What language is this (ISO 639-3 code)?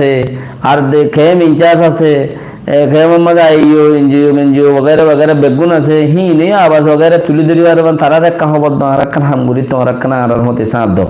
rhg